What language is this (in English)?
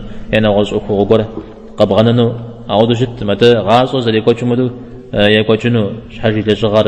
Kabardian